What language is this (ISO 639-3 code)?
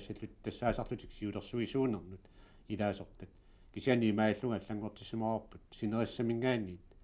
kal